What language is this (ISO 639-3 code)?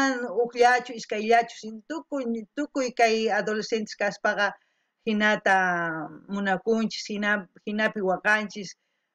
quh